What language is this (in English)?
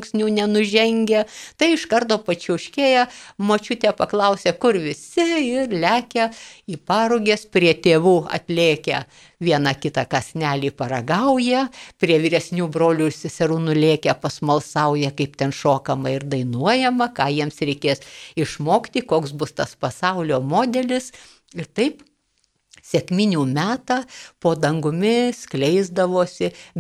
Lithuanian